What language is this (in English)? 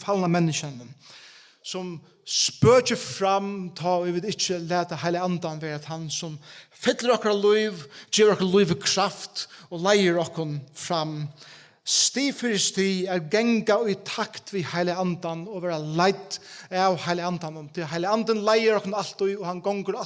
Faroese